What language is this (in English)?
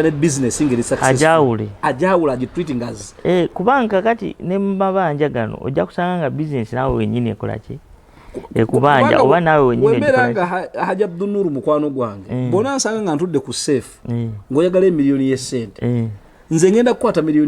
Ganda